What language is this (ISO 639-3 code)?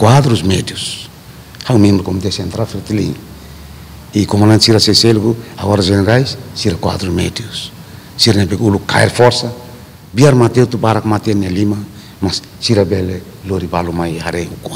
tet